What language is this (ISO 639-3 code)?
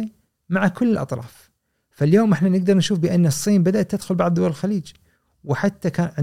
afb